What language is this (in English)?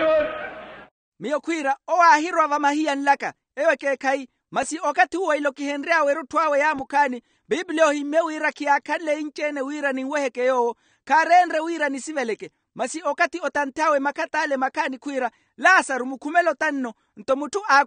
Makhuwa